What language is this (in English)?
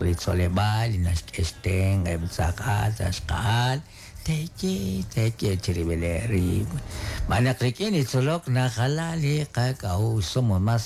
Kekchí